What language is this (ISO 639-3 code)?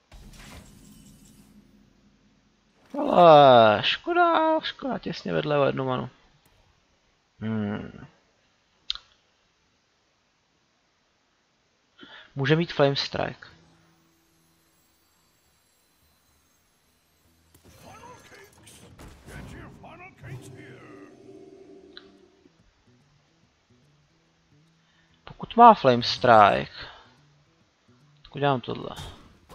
ces